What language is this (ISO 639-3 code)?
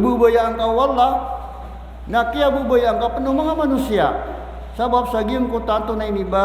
mrw